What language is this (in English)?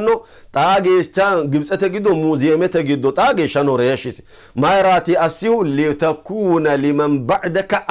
Sidamo